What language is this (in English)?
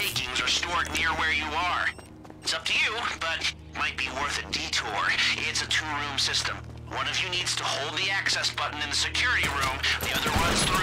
English